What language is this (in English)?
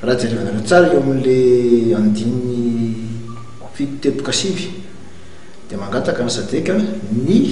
Malagasy